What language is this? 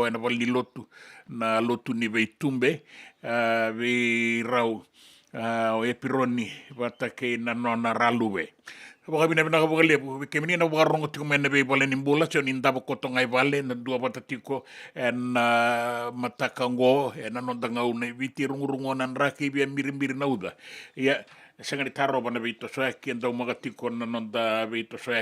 Fijian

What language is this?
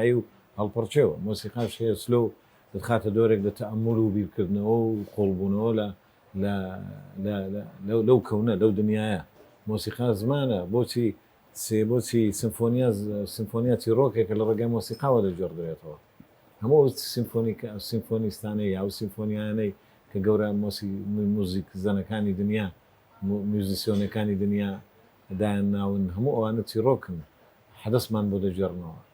Central Kurdish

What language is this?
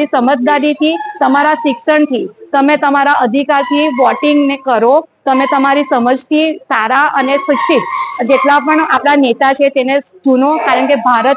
Gujarati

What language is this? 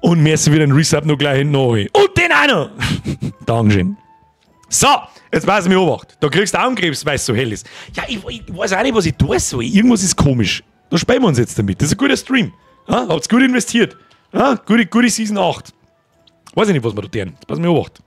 Bavarian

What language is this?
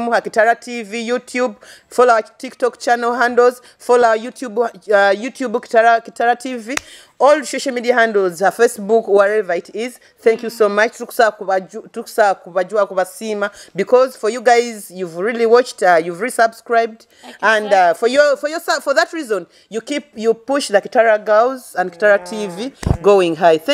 Nyoro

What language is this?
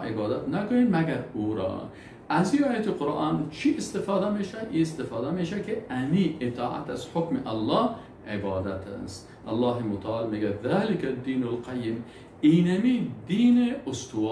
Persian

